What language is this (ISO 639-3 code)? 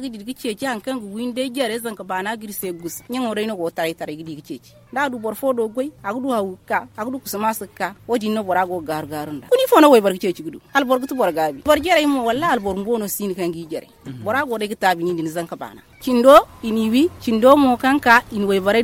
dje